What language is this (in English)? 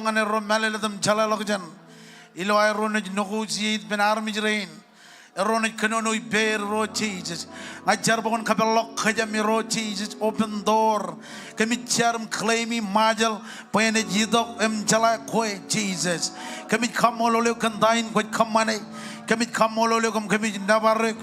Marshallese